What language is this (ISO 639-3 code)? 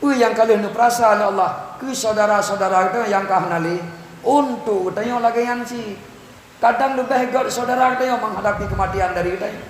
ace